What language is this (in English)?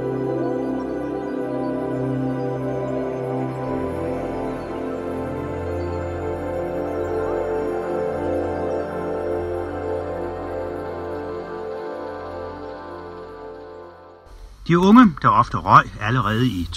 Danish